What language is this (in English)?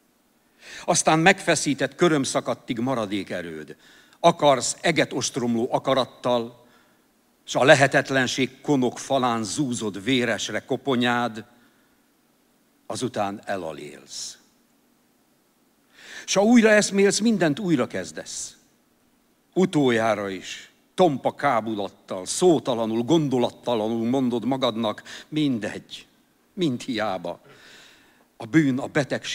Hungarian